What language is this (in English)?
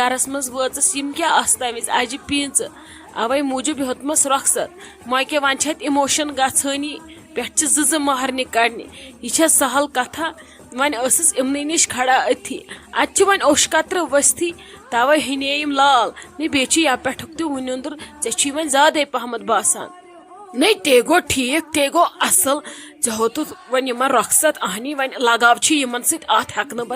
Kashmiri